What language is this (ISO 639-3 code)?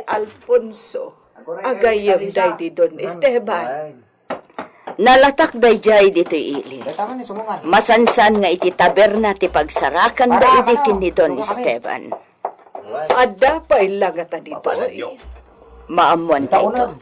ilo